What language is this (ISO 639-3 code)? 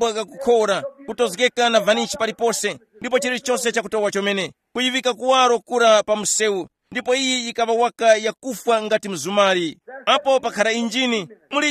tum